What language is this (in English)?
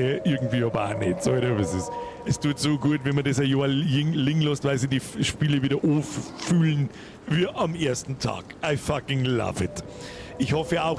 Bavarian